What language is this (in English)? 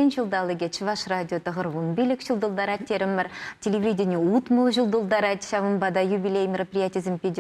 Chuvash